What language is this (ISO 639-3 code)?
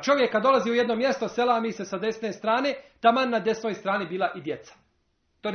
bos